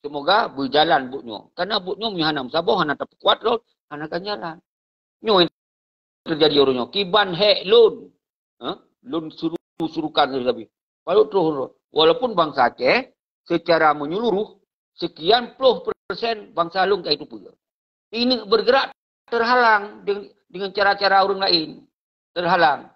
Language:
Achinese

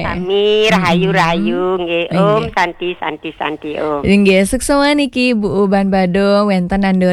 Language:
Balinese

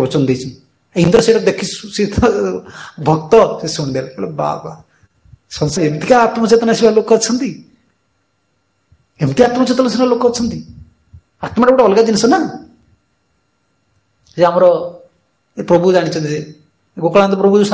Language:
Odia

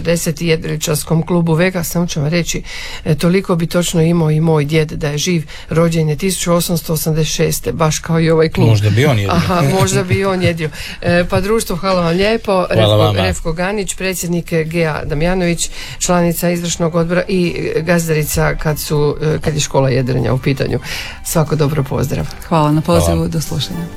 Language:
Croatian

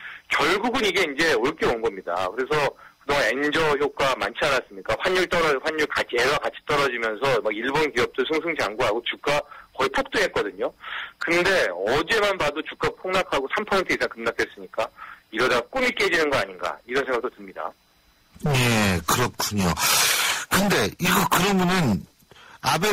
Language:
Korean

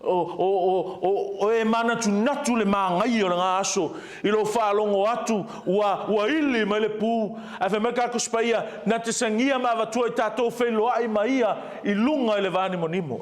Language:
Samoan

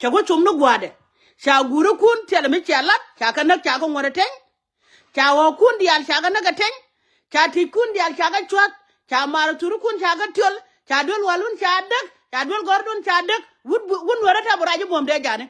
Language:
Nuer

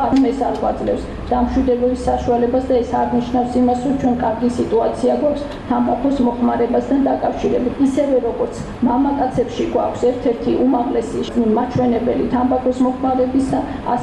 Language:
Georgian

